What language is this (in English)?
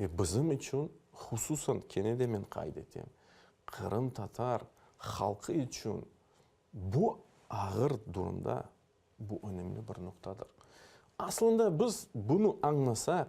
Crimean Tatar